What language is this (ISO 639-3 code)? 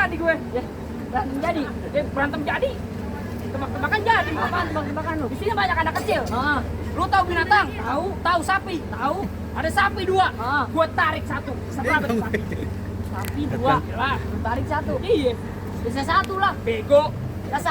bew